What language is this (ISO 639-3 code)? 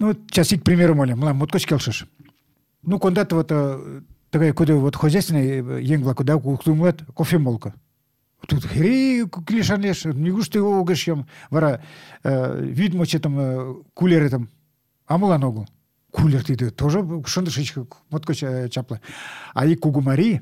chm